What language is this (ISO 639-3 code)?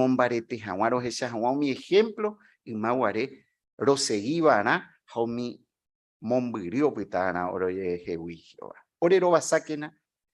grn